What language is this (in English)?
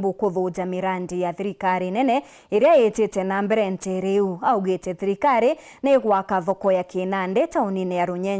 Meru